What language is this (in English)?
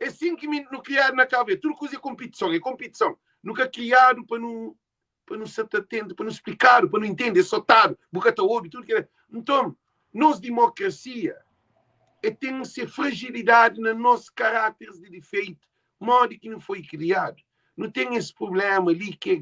Kabuverdianu